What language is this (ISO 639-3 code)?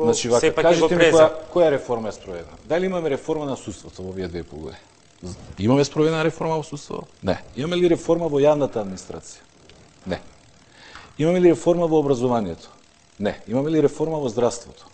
mkd